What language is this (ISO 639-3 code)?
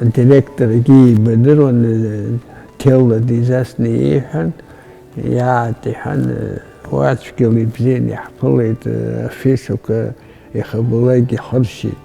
abk